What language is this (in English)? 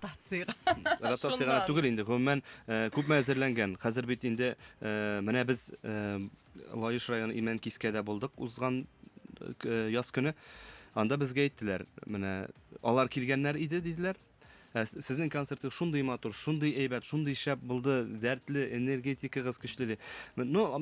Tatar